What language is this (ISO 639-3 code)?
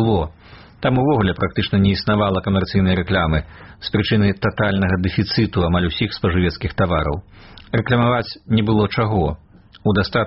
bel